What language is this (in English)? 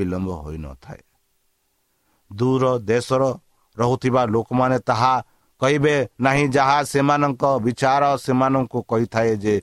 Odia